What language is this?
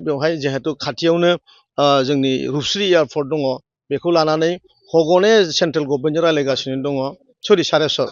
Bodo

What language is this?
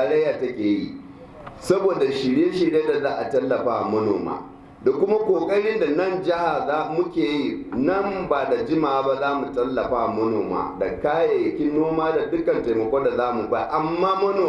Hausa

